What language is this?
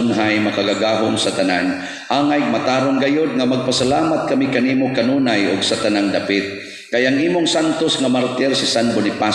Cebuano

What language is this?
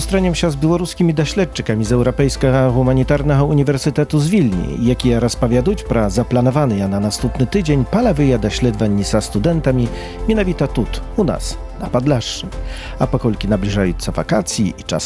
Belarusian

